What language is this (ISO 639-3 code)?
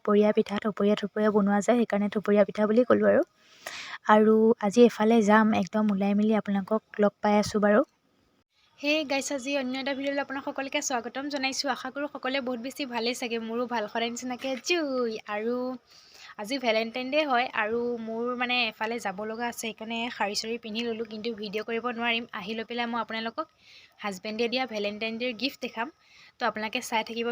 asm